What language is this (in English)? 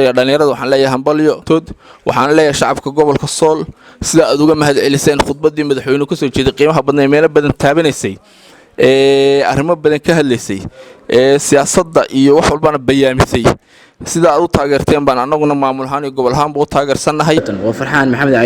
Somali